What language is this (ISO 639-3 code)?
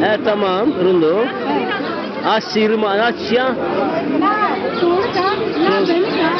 zza